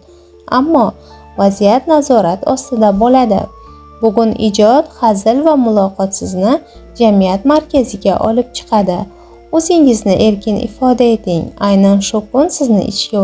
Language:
Uzbek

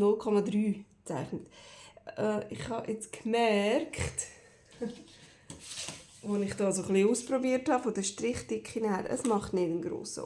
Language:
Swiss German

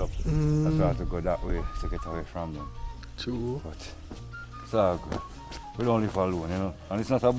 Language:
Jamaican Creole English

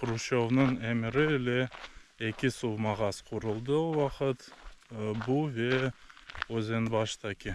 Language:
Crimean Tatar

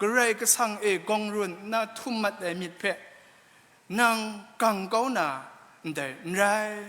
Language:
Kachin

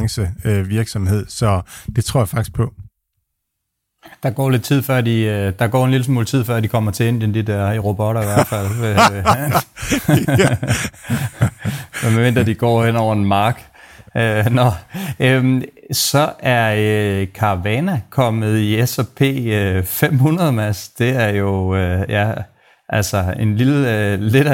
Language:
Danish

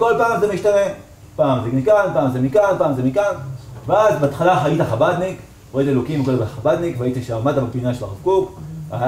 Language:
Hebrew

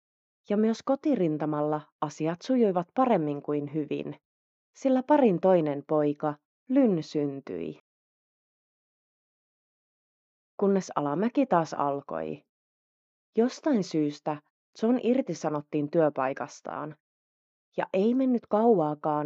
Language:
Finnish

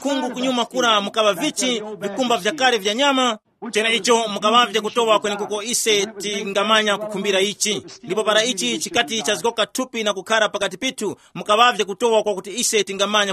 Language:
Tumbuka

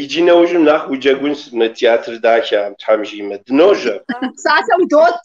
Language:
Kabardian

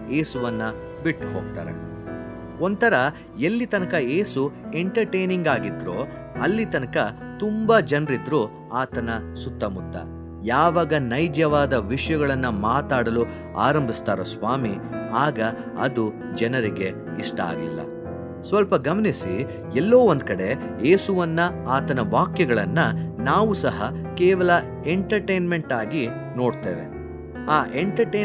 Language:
Kannada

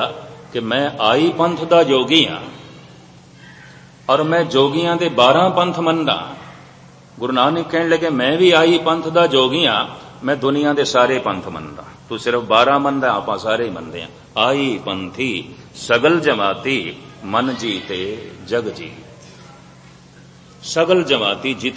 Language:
Punjabi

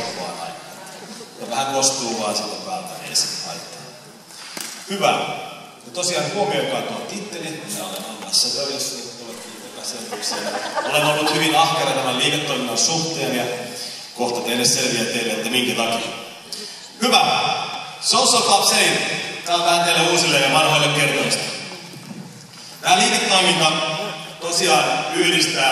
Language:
Finnish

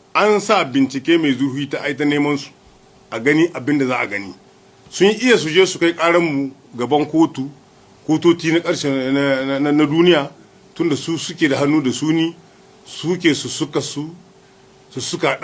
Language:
Hausa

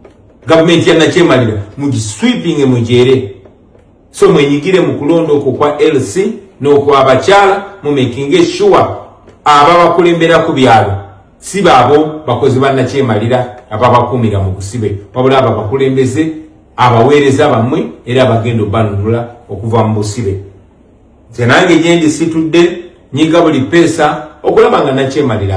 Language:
Ganda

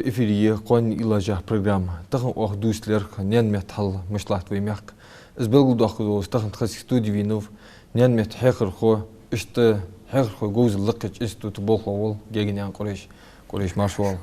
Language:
Ingush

